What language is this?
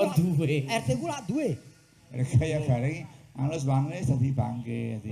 Javanese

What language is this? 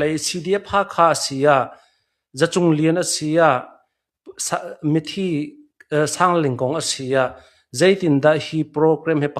Hakha Chin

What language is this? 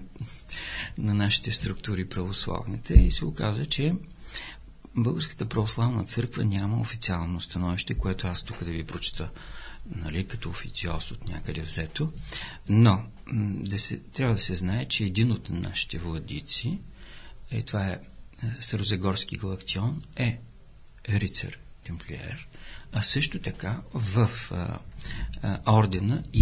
Bulgarian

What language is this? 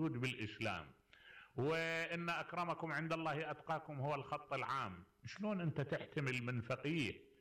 Mesopotamian Arabic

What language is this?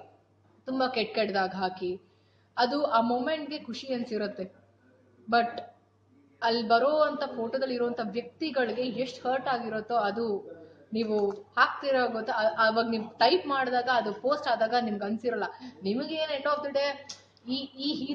Kannada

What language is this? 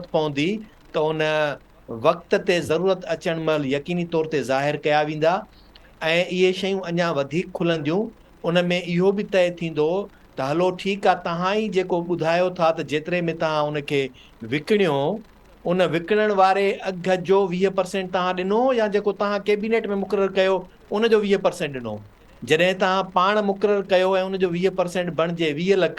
Sindhi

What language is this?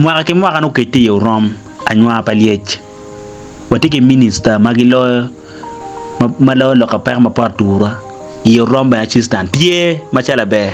Acoli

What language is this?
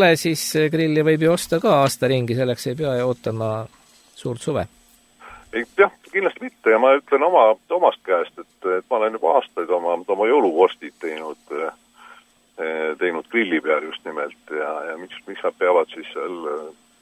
Estonian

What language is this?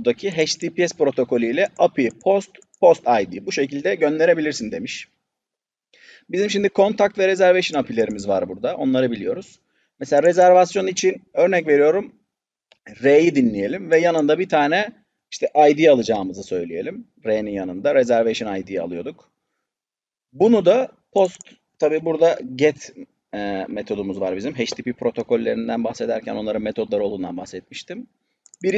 Turkish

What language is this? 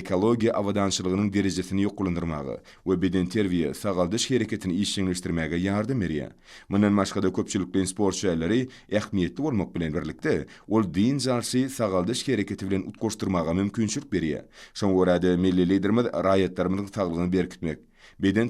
Turkmen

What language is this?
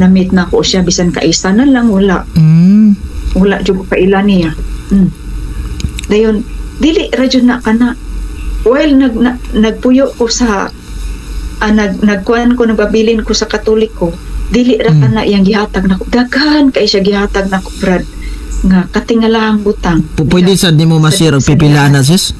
Cebuano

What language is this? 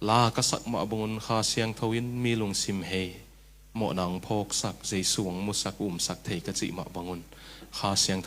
Tedim Chin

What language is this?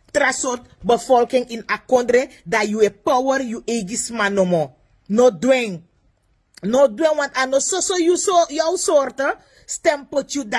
Sranan Tongo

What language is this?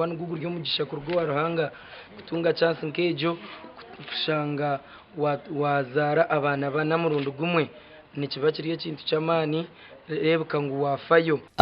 Nyankole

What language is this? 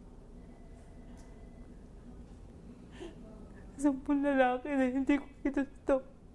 Filipino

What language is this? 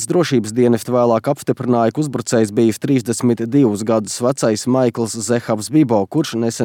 Latvian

